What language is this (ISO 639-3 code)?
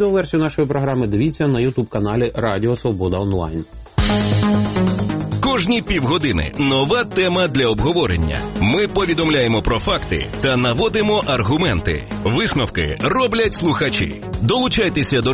ukr